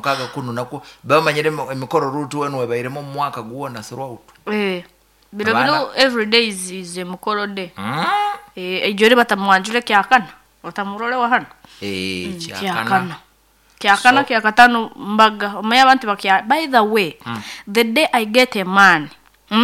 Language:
Nyoro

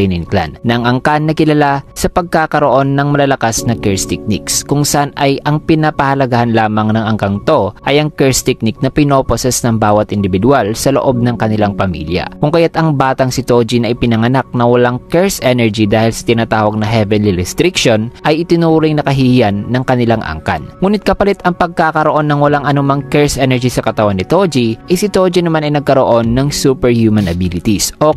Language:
Filipino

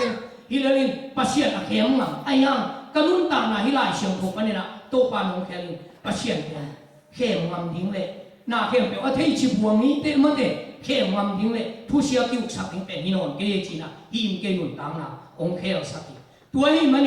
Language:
Tedim Chin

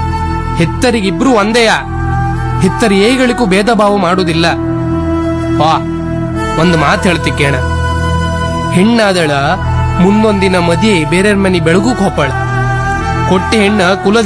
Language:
Kannada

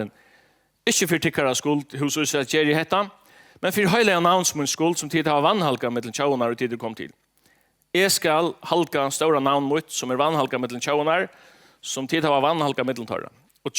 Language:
Faroese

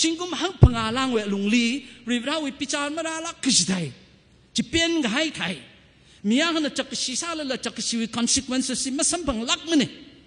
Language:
Tangkhul Naga (India)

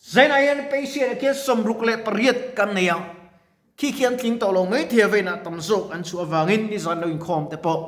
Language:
Mizo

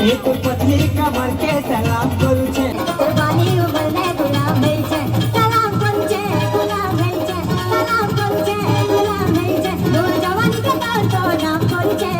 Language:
Chhattisgarhi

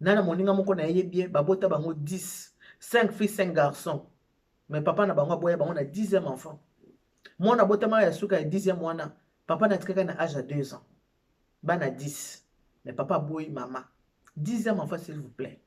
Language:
Lingala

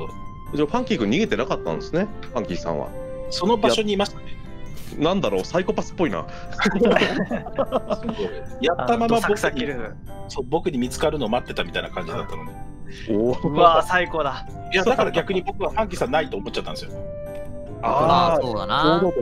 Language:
Japanese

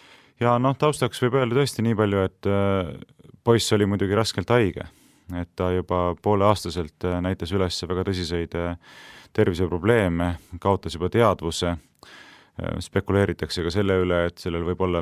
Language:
Estonian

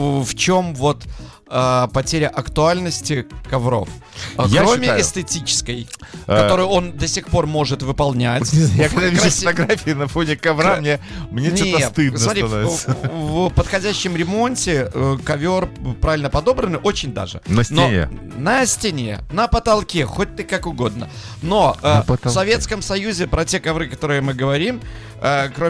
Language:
Russian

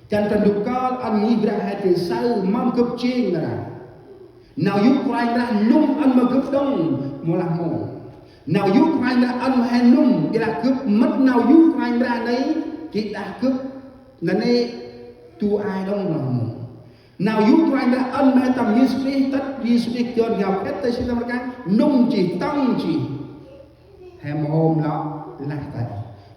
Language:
Central Mnong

